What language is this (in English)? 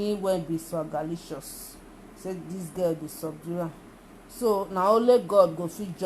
Nigerian Pidgin